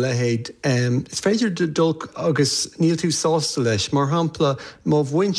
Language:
Irish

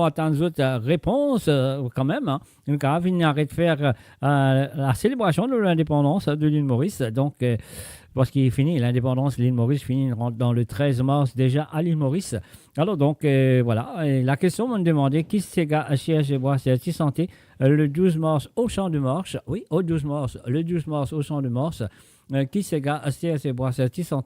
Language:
Morisyen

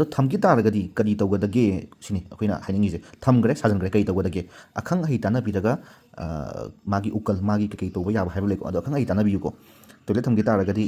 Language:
Manipuri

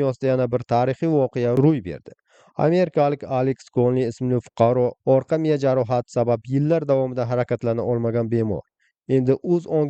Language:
Uzbek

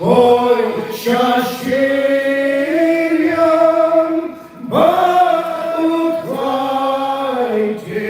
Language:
Khasi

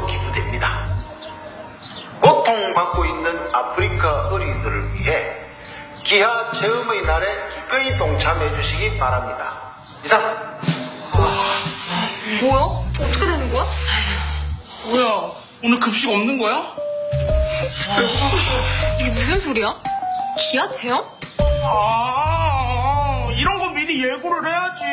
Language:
Korean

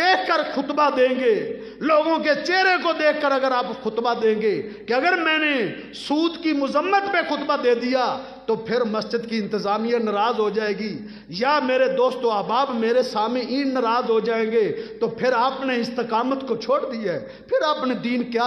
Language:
Urdu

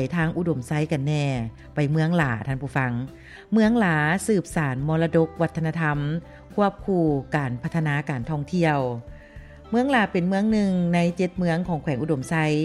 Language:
Lao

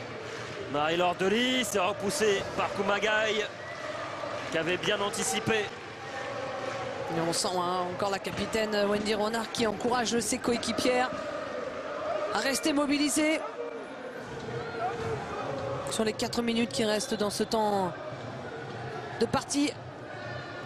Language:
French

